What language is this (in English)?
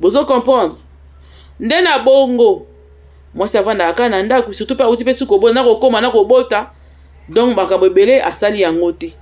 Lingala